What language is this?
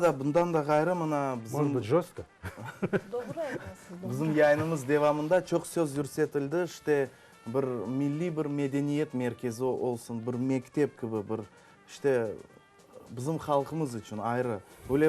Crimean Tatar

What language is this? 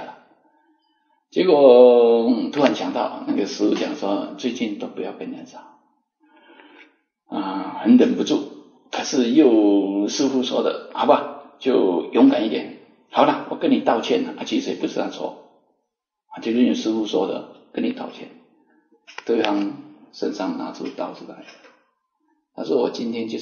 Chinese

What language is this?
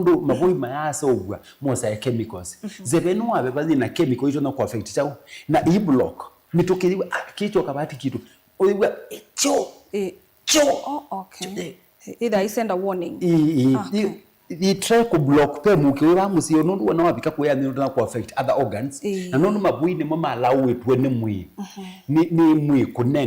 Kamba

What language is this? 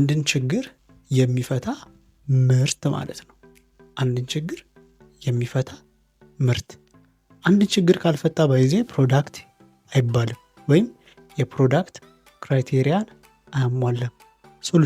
Amharic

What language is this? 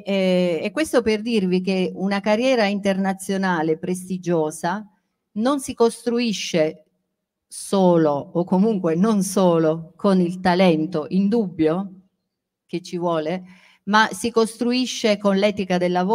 Italian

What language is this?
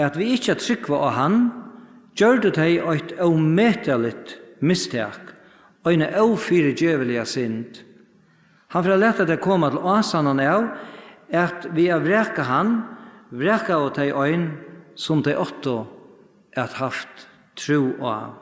Faroese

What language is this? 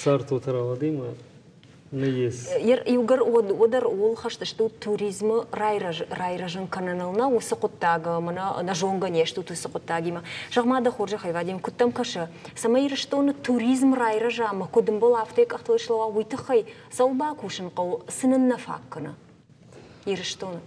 Ossetic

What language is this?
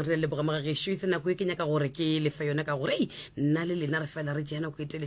Northern Sotho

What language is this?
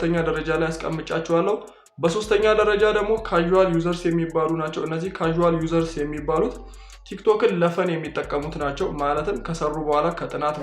Amharic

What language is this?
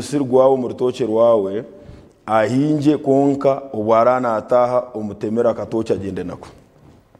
Nyankole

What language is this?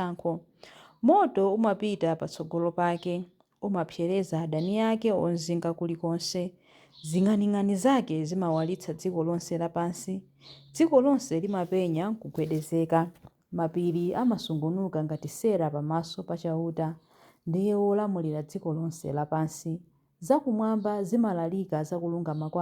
Nyanja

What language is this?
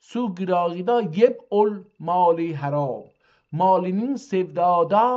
South Azerbaijani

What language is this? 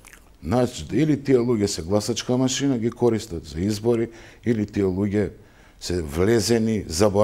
Macedonian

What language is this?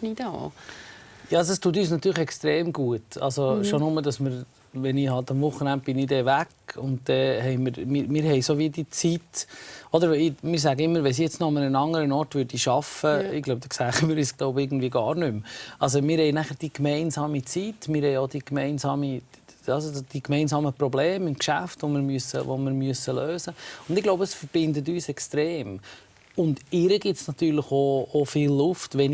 Swiss German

